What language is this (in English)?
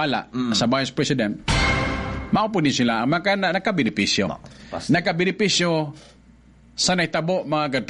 Cebuano